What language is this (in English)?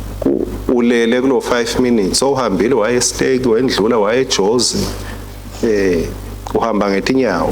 Swati